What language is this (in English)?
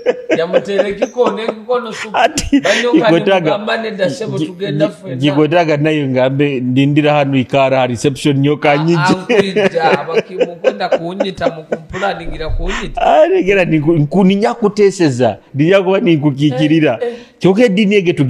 Nyoro